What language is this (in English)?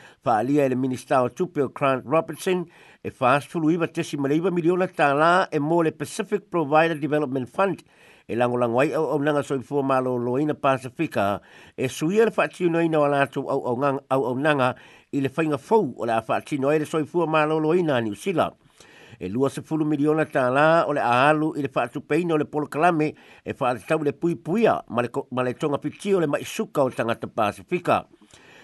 Samoan